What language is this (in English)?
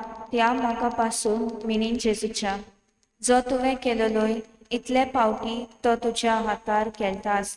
Konkani